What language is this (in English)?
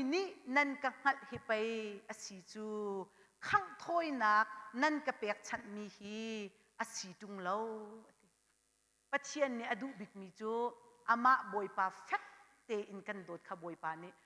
Hakha Chin